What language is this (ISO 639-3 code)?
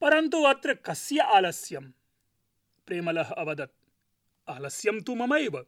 san